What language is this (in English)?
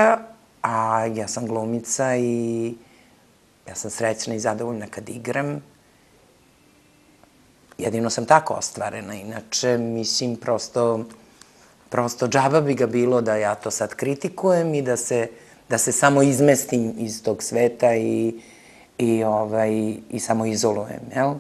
Serbian